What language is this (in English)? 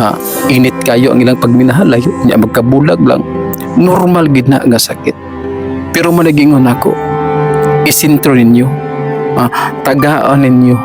Cebuano